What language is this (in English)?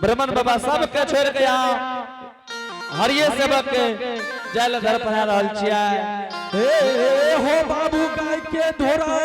Angika